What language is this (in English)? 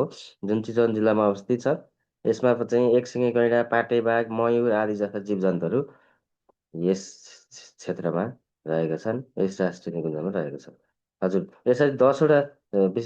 Nepali